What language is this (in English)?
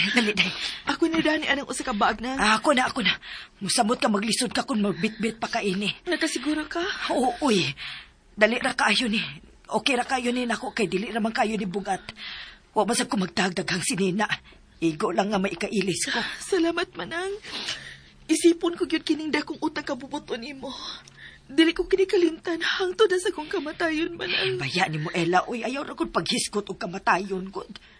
Cebuano